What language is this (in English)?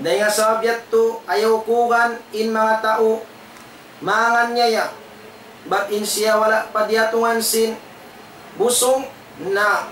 Tausug